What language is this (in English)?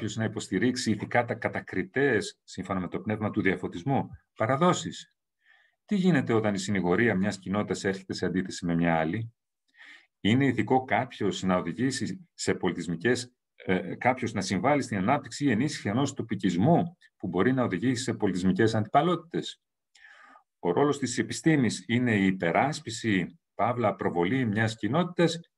Greek